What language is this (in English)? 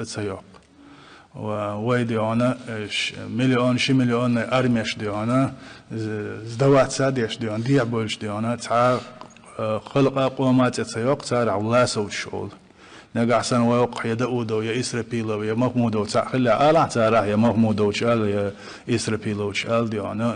Chechen